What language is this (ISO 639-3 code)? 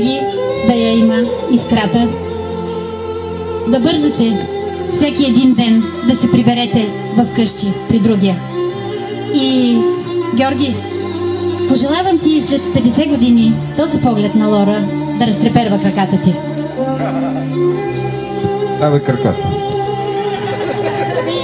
bul